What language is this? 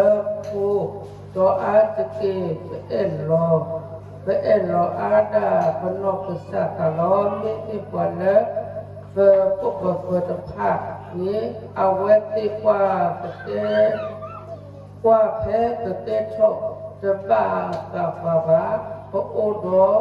S'gaw Karen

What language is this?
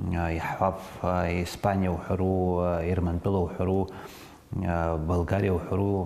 Abkhazian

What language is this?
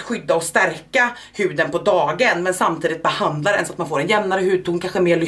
Swedish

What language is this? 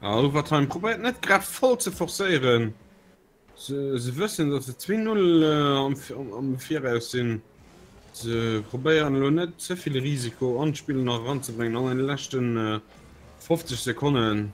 Luxembourgish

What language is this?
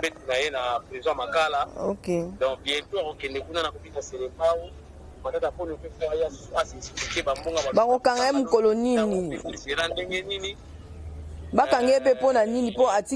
Lingala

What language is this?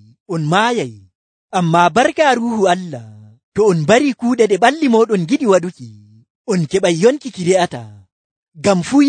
Nigerian Fulfulde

